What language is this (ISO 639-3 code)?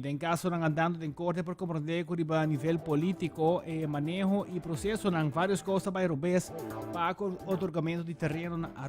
pap